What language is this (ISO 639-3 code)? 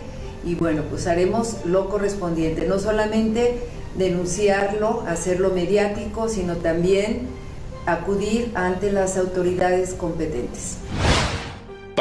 spa